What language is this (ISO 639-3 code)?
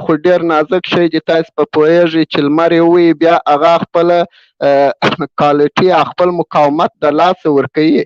pus